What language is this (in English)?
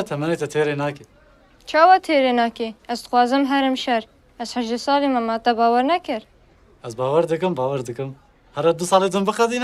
Kurdish